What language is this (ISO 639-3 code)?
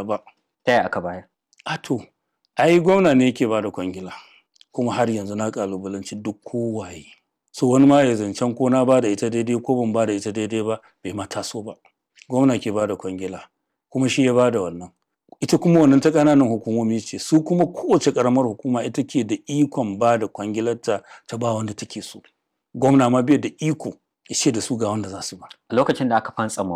hau